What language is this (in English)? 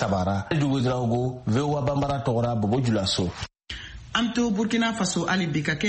Bambara